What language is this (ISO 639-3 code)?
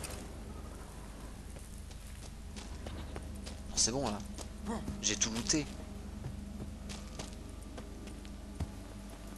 fra